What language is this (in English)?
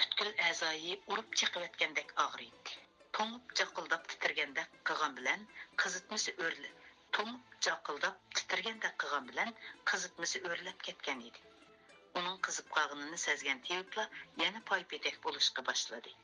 Uyghur